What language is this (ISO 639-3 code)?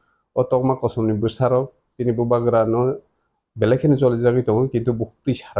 trp